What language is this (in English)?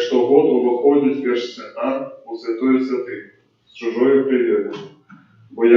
Belarusian